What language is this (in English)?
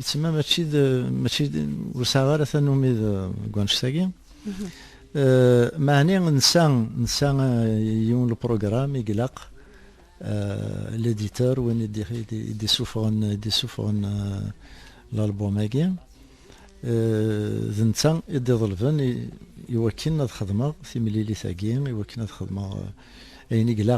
Kabyle